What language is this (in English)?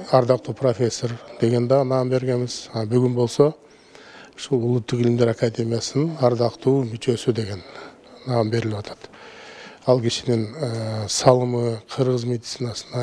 Kyrgyz